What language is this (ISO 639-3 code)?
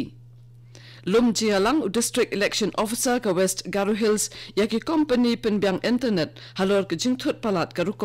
kha